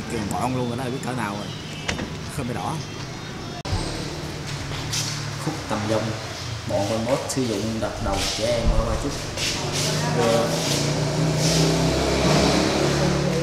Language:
Vietnamese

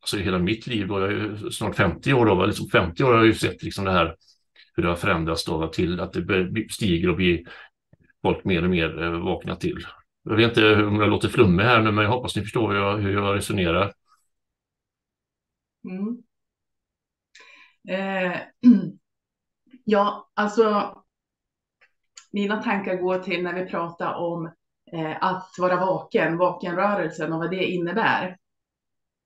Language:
Swedish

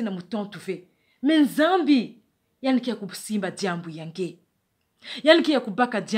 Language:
Kituba (Democratic Republic of Congo)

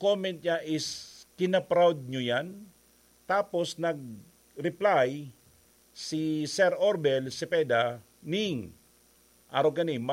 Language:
Bikol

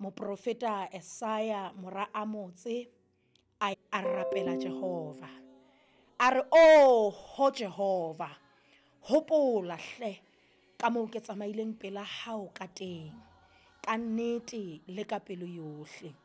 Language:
Southern Sotho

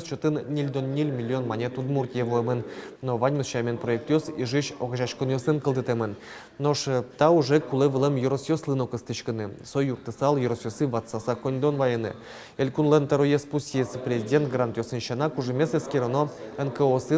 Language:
Udmurt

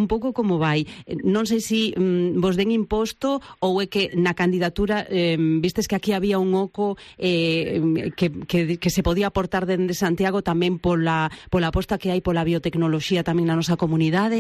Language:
Galician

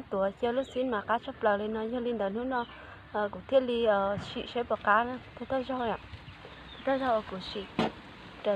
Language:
Hmong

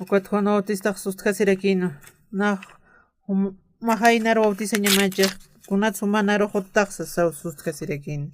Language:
Aymara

